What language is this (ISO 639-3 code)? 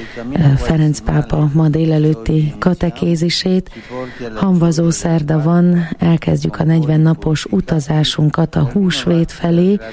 hun